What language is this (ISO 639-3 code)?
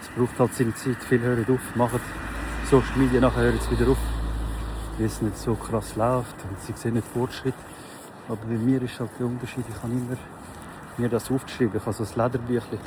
gsw